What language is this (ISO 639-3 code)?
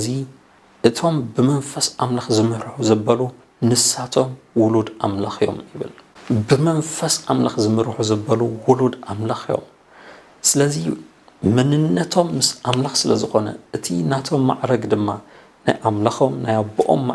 tir